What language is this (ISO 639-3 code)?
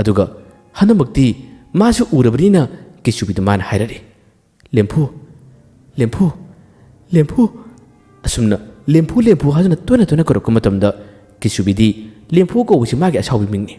mni